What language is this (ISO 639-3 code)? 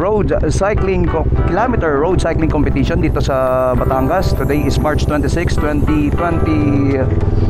fil